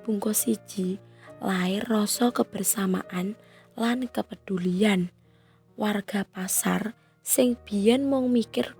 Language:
Javanese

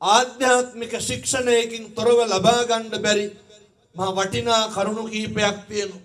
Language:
Sinhala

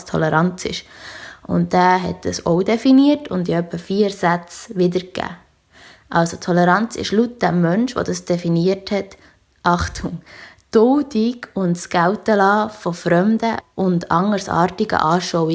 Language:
Swiss German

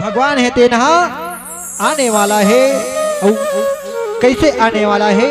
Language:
Chhattisgarhi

